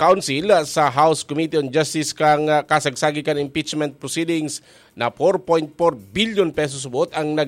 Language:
Bikol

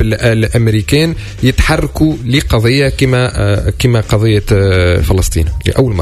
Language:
Tunisian Arabic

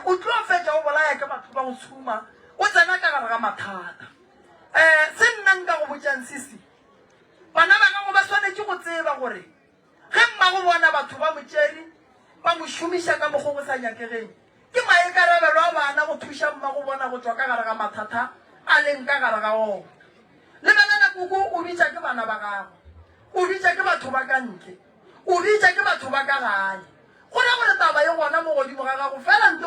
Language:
Northern Sotho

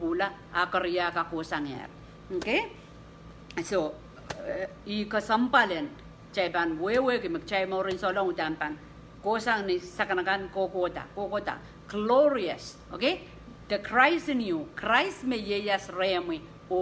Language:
Pohnpeian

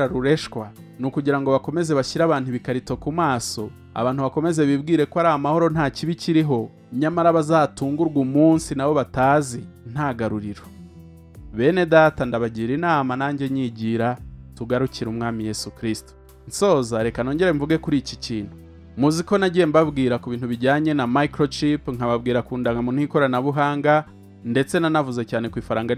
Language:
Kinyarwanda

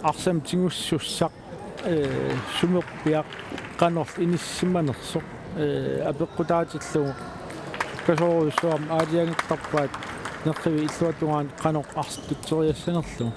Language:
Kalaallisut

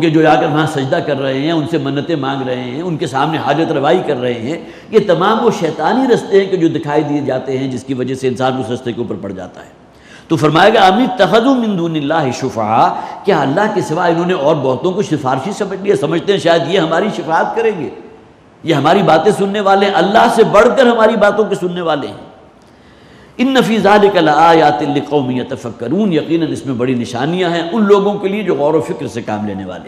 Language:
Urdu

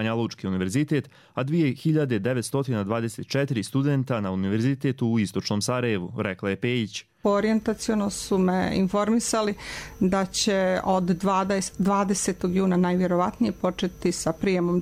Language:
Croatian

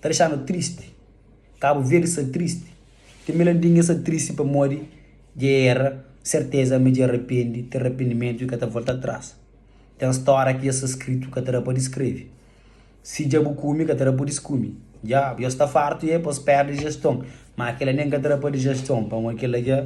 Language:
Kabuverdianu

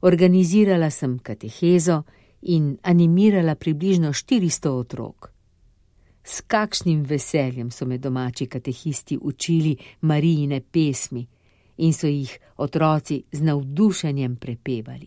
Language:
Slovenian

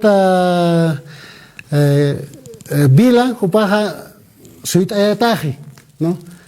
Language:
Aymara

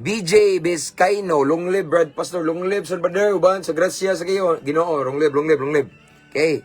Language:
Cebuano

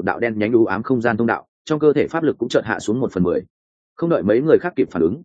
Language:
Vietnamese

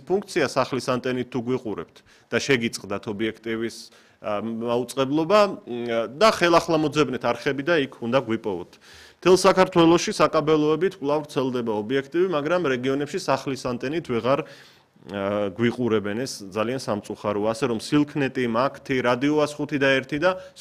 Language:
Georgian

